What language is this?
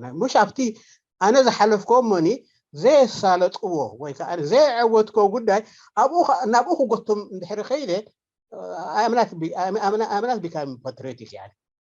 Tigrinya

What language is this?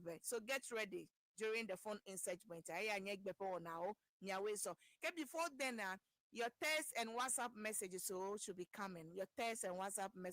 Ewe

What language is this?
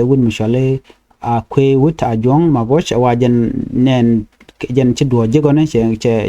Nuer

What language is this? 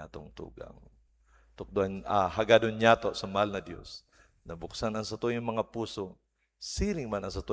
Bikol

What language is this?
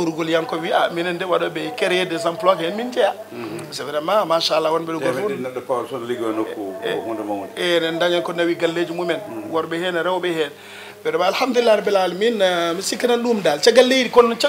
Fula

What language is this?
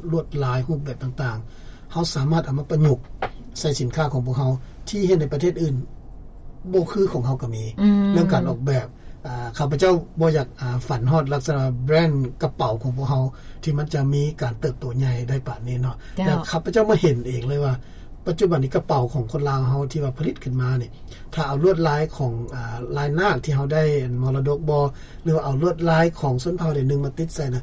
Lao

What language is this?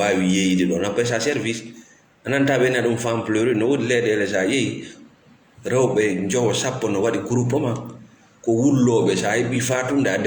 Fula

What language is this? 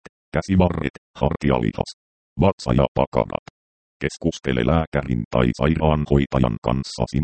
Finnish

